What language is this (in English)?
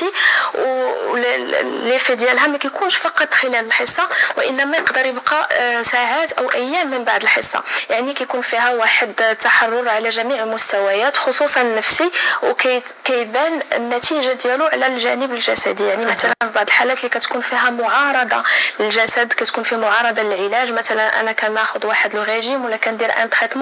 Moroccan Arabic